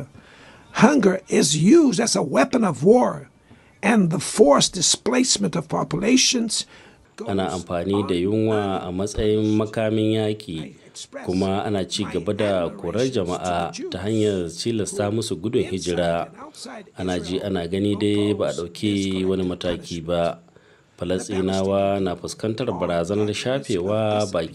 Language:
Hausa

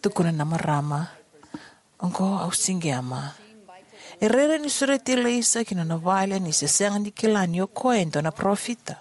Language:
Fijian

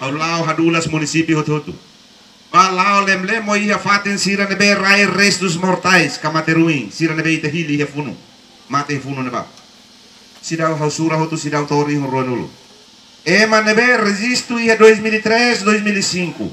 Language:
Tetum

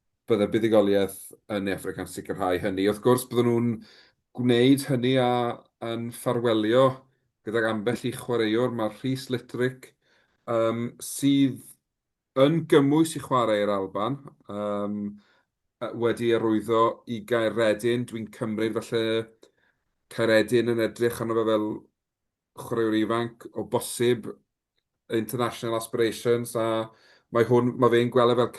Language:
Welsh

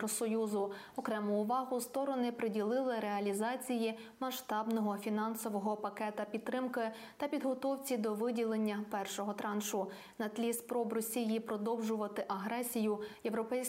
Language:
Ukrainian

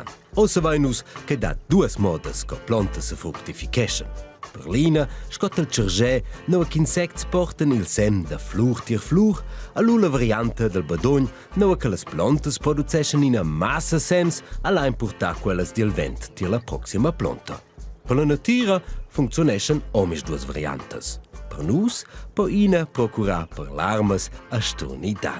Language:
Romansh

